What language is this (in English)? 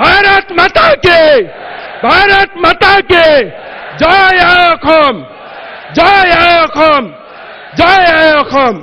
Assamese